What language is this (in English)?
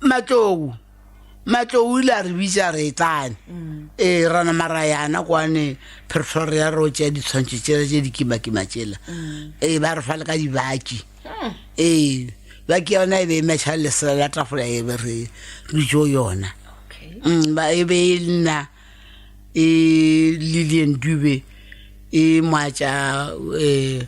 Northern Sotho